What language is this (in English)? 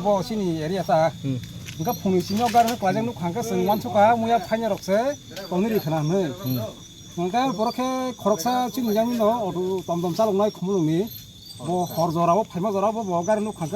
Kok Borok